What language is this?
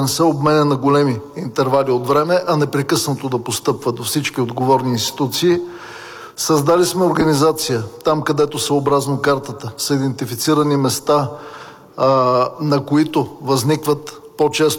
Bulgarian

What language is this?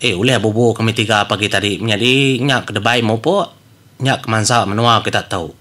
Iban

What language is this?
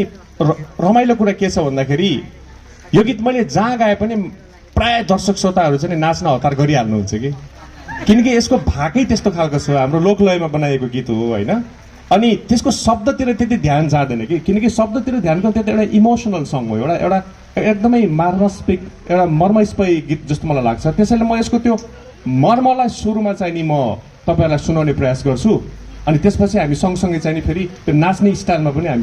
Nepali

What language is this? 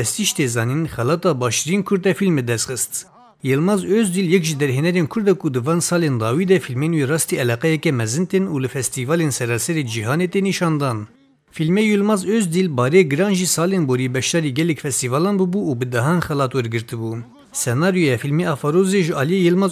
Kurdish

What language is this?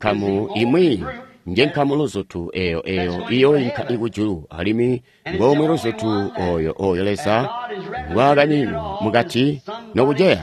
Tonga (Zambia)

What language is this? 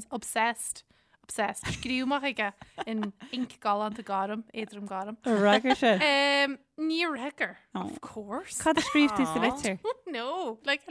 Irish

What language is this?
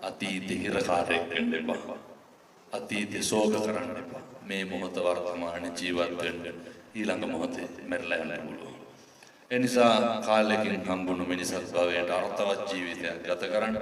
Sinhala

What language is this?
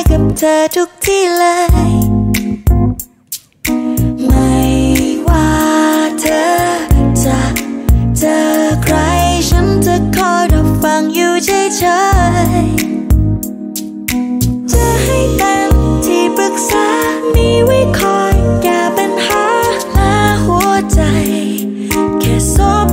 Thai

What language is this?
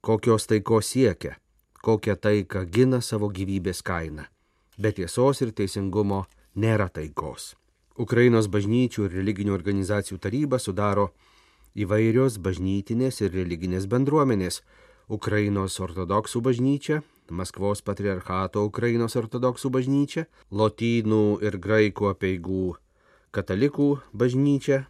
Lithuanian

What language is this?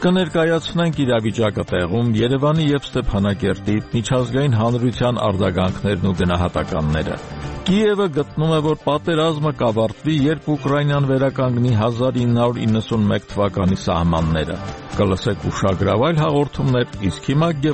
Armenian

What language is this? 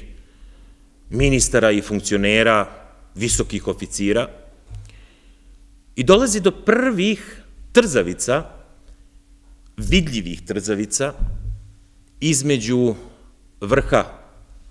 Serbian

